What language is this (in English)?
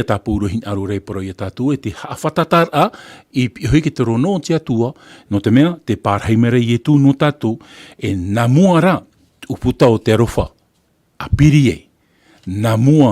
Tahitian